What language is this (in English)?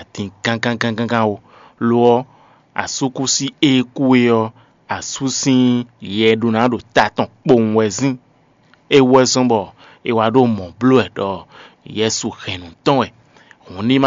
Fon